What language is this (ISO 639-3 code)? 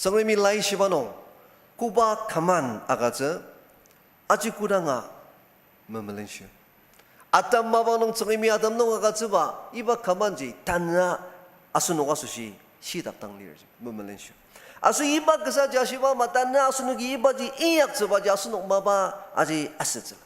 njo